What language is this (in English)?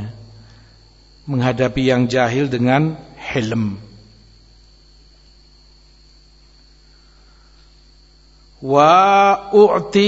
Indonesian